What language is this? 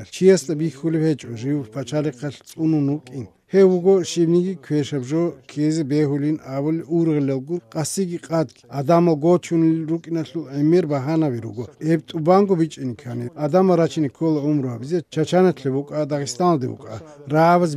Avaric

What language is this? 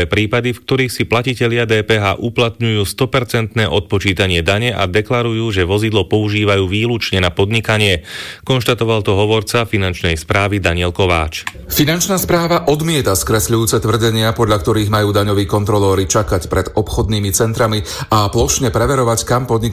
Slovak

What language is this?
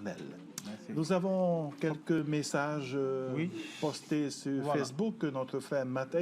Tahitian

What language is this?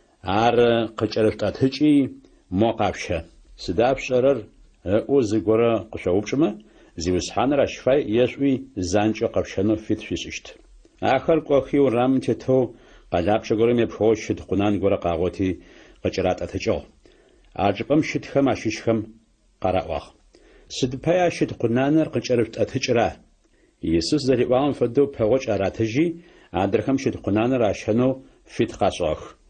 Adyghe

